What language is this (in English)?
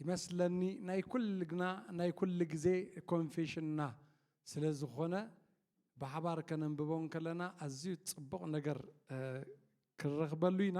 Tigrinya